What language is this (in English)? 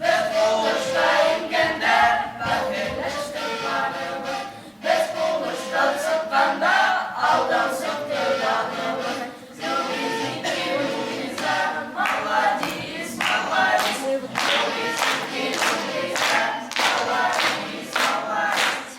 Bashkir